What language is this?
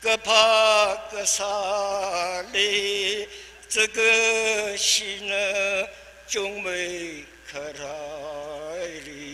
Tangkhul Naga (India)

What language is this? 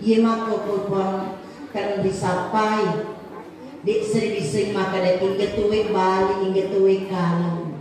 Buginese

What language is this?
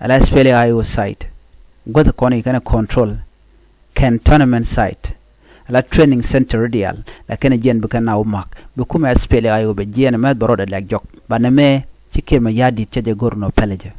Nuer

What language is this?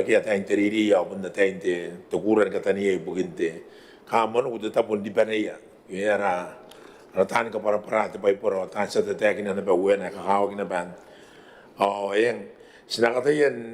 Gilbertese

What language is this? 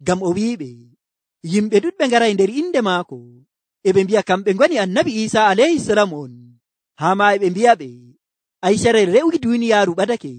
Nigerian Fulfulde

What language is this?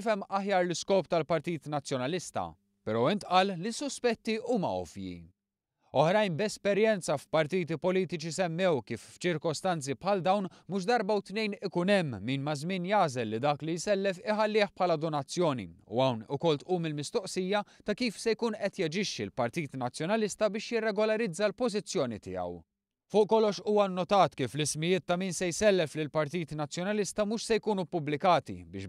Maltese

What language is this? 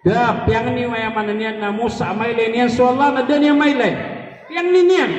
Maranao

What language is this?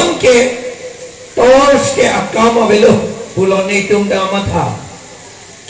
Karbi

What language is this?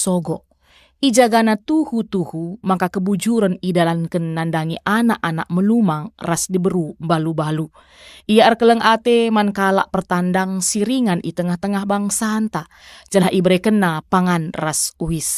Batak Karo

